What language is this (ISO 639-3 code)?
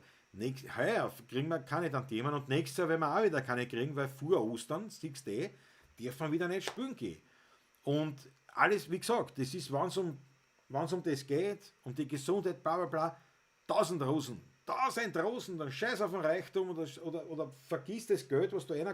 bar